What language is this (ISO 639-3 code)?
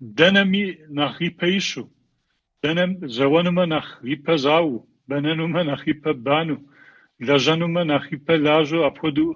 kbd